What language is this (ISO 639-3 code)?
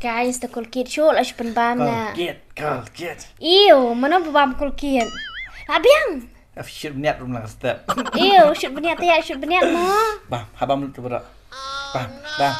kha